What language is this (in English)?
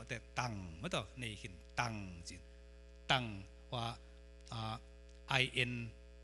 Tedim Chin